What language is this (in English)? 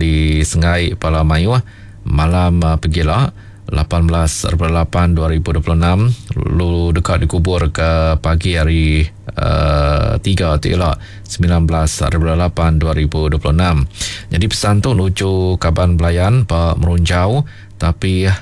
Iban